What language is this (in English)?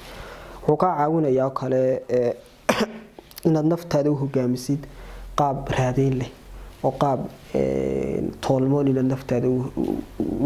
Somali